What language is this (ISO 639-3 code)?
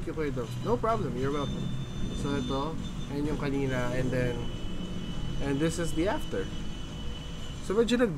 fil